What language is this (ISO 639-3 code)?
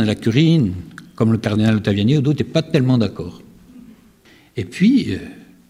fra